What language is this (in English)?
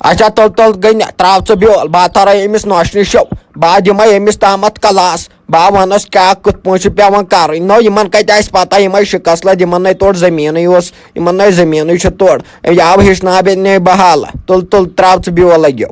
Kashmiri